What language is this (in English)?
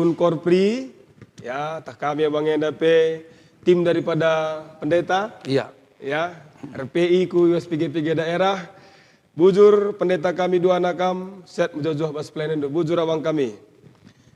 Batak Karo